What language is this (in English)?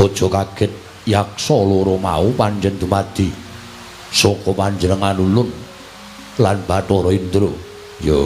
Javanese